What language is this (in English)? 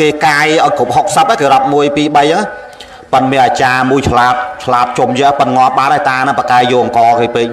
Khmer